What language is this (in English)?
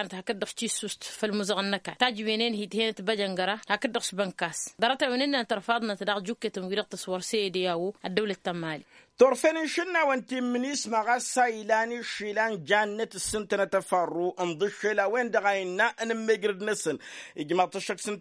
Tamasheq